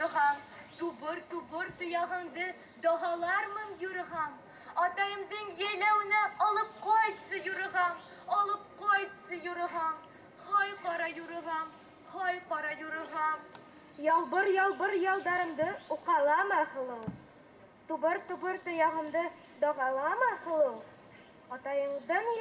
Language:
Bashkir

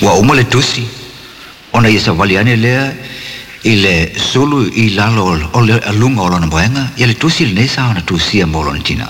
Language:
Samoan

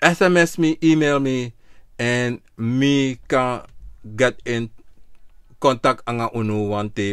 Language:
Sranan Tongo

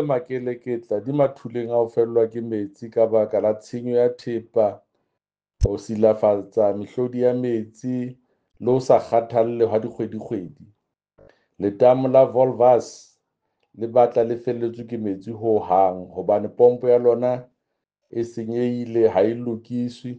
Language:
Tswana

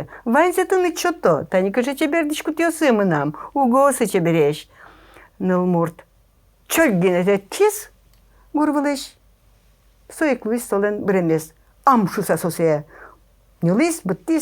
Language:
Udmurt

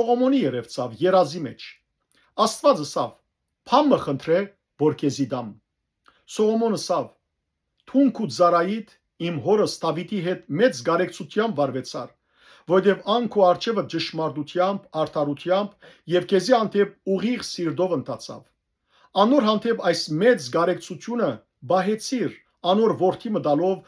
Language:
Western Armenian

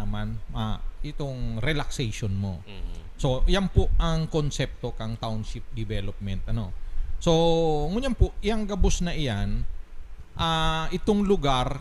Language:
Bikol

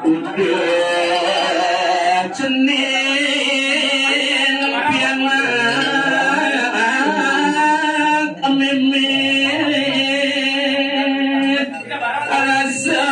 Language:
Balinese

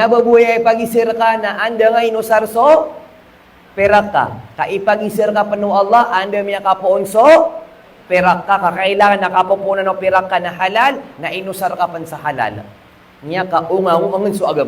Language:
Maranao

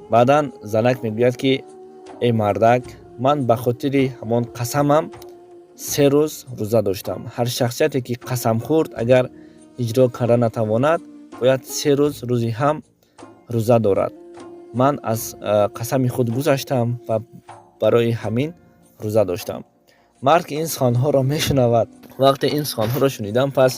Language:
Tajik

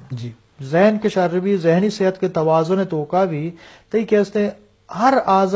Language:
Eastern Balochi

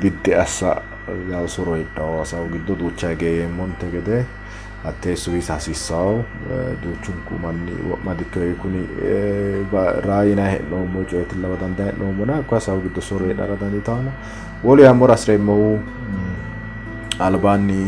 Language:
Sidamo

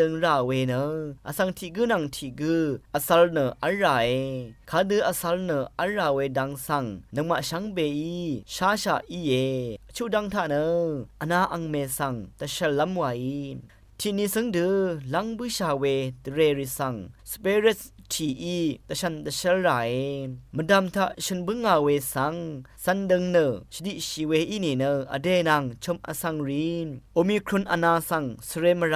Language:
Rawang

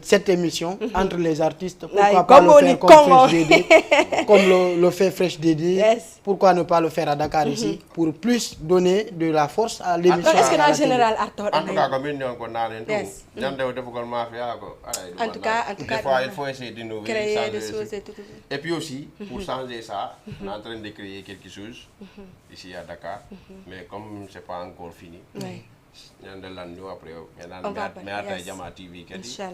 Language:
Fula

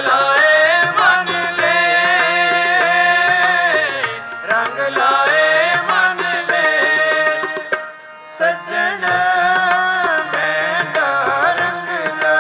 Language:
Punjabi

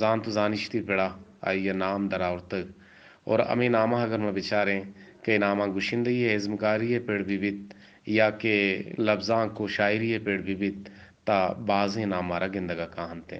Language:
Eastern Balochi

